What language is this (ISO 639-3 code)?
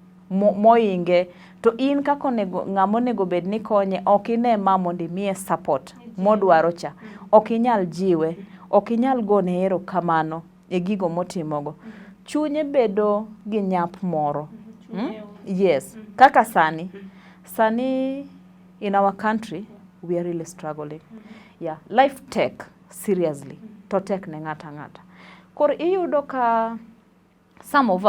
luo